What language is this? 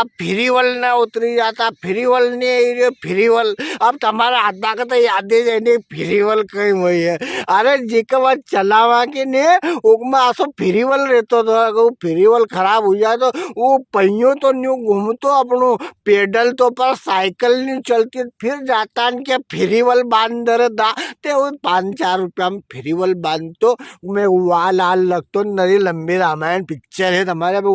Rajasthani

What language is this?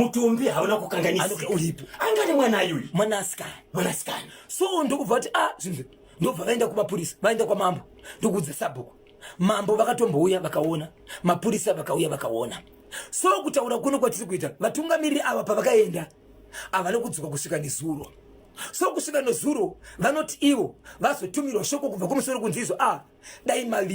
Shona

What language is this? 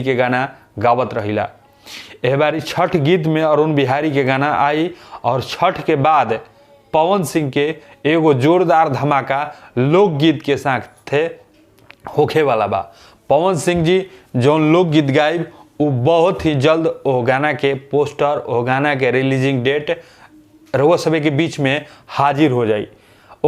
Bhojpuri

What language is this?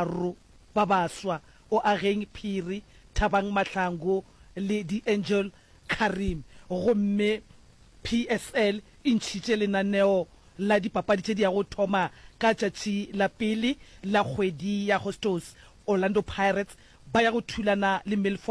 Northern Sotho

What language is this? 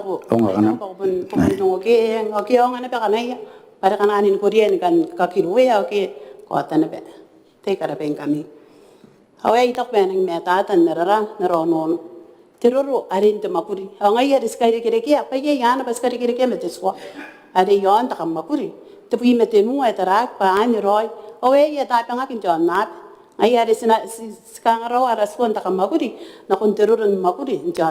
Gilbertese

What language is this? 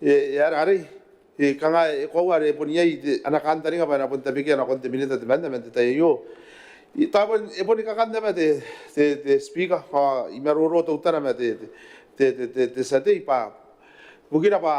Gilbertese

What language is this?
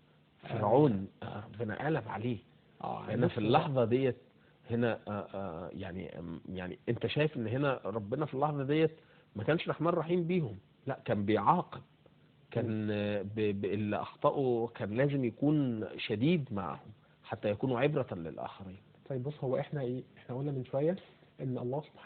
Egyptian Arabic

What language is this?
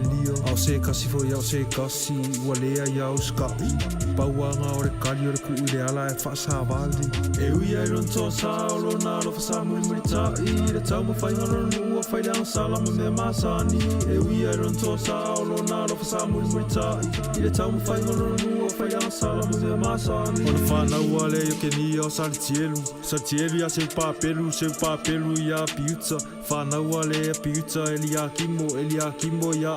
Samoan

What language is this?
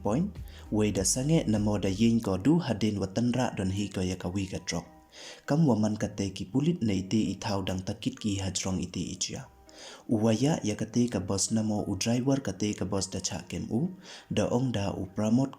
Pnar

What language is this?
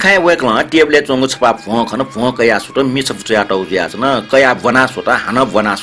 Newari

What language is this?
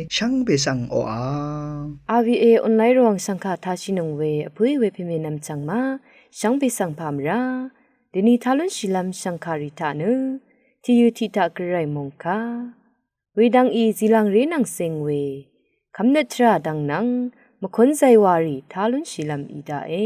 Rawang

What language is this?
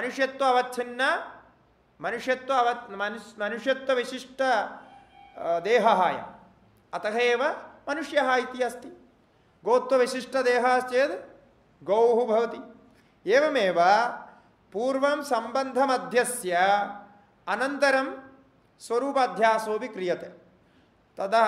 Sanskrit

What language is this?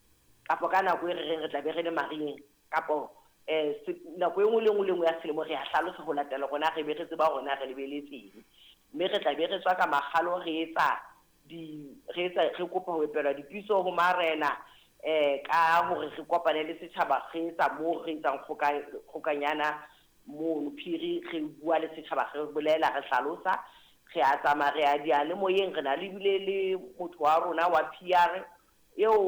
Southern Sotho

